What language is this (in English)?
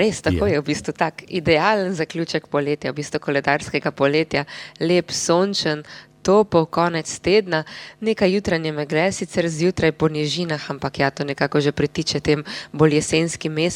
Slovenian